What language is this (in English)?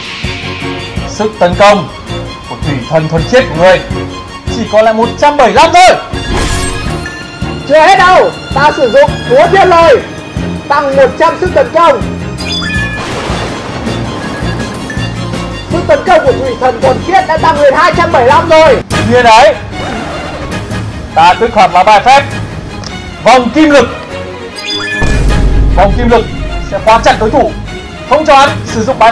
Vietnamese